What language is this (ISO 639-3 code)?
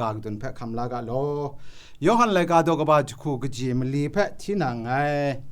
kac